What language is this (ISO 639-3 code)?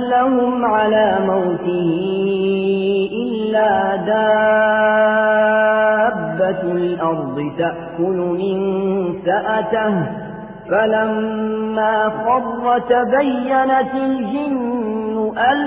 ara